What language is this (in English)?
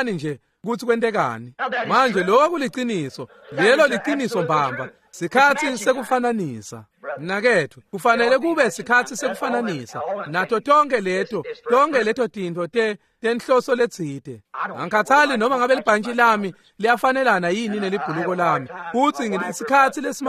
Swati